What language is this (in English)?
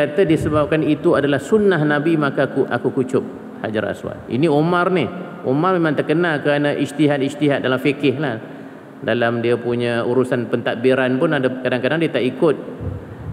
Malay